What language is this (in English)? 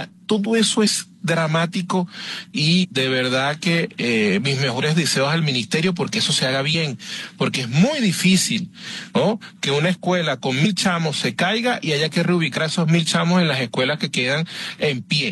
Spanish